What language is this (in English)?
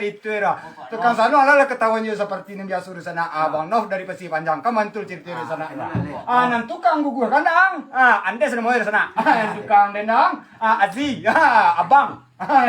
Minangkabau